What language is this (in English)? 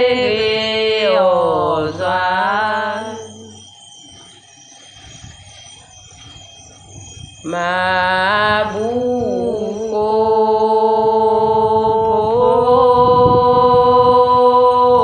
Vietnamese